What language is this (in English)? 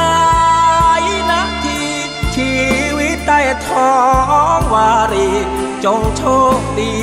Thai